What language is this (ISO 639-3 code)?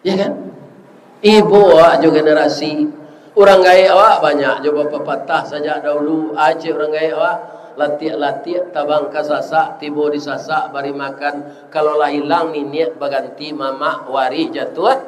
min